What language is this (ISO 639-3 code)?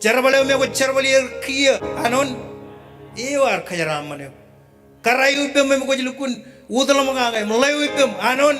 mah